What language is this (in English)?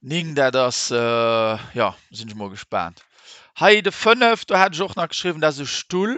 Luxembourgish